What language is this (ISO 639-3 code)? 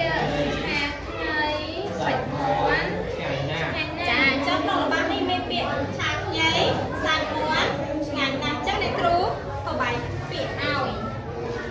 khm